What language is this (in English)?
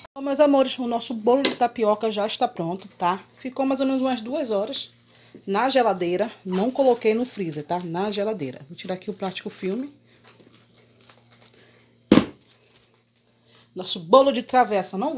Portuguese